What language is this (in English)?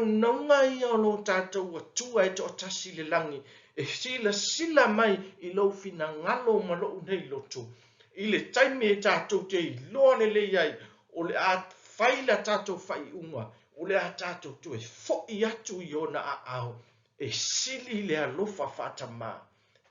Samoan